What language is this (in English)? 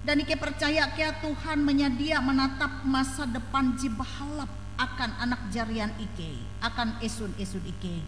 Ngaju